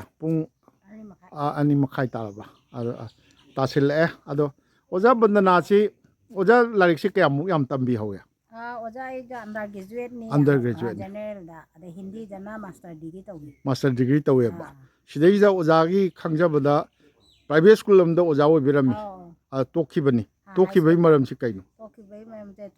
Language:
Manipuri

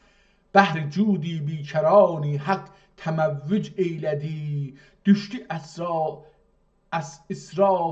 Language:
South Azerbaijani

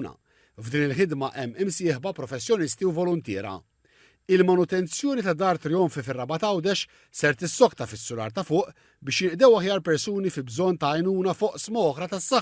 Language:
Maltese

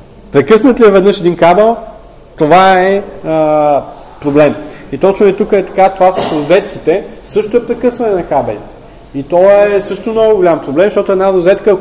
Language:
Bulgarian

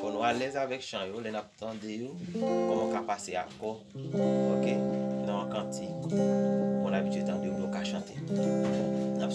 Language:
Haitian Creole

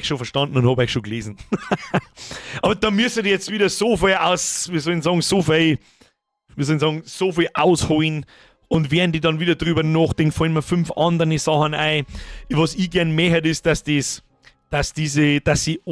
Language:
Bavarian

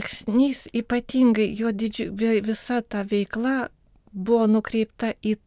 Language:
Lithuanian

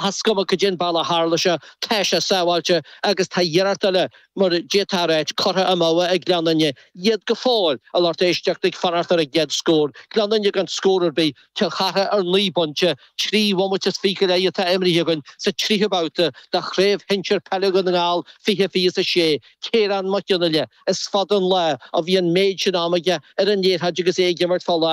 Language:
Irish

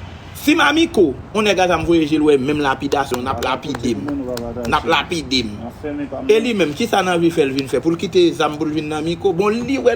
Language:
Haitian Creole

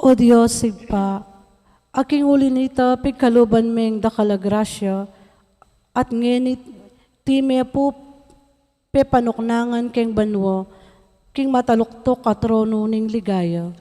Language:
Pampanga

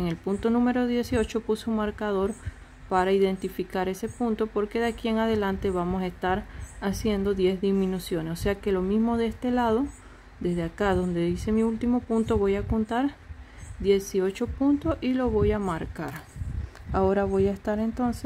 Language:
Spanish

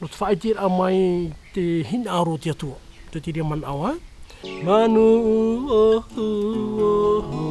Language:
Tahitian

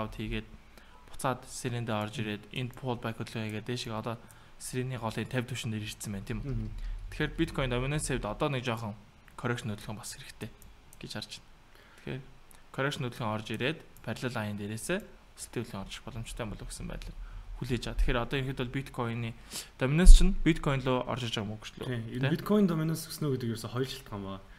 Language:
Mongolian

